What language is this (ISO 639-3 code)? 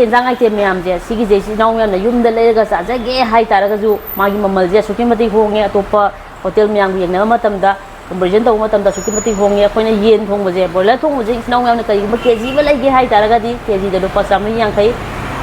mni